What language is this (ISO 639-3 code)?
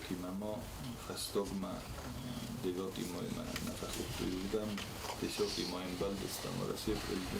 oss